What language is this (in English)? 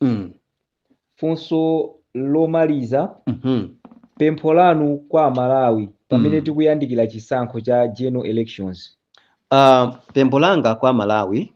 Nyanja